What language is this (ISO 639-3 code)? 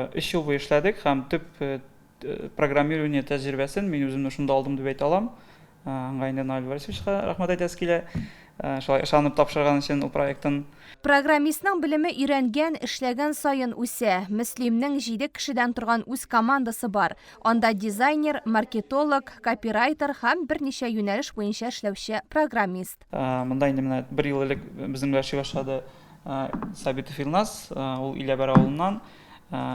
tat